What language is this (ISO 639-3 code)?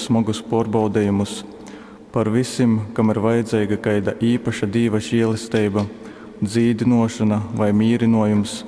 ltg